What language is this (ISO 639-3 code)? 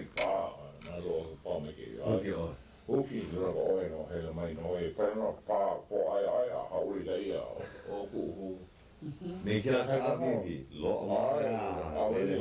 haw